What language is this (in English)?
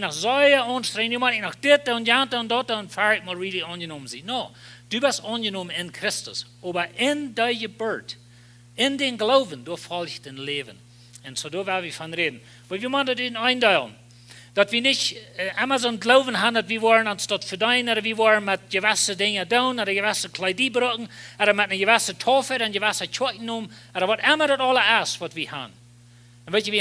Plautdietsch